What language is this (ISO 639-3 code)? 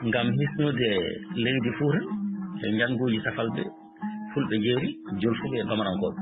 ful